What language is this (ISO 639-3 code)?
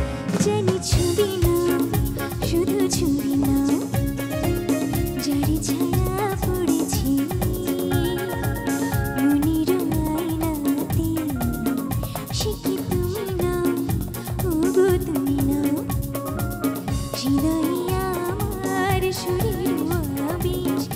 ben